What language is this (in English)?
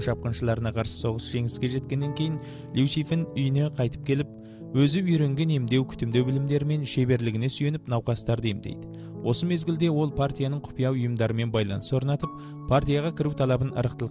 Kazakh